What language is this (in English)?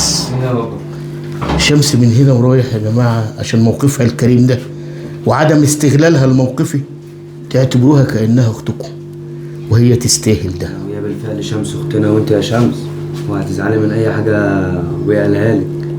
Egyptian Arabic